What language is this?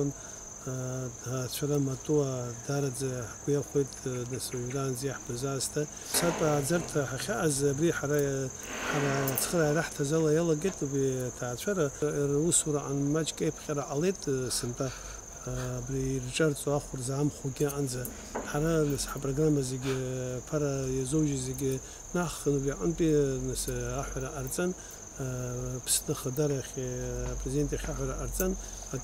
Abkhazian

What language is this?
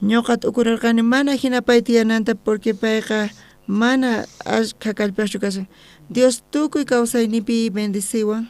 South Bolivian Quechua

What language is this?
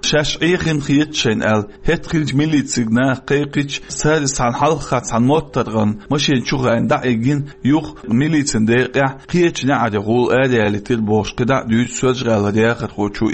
Chechen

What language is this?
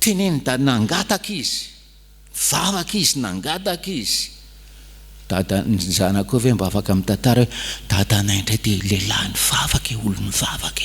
Malagasy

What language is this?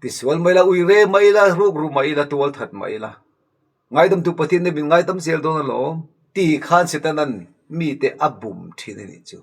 Mizo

